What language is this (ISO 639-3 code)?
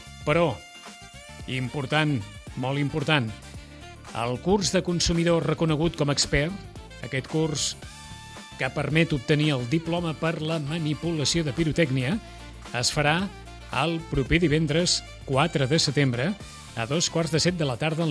cat